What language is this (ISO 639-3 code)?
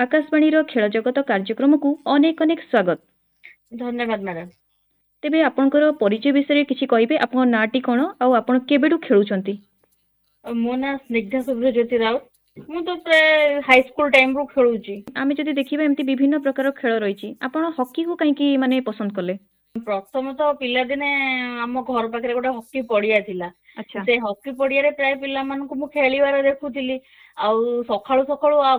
ori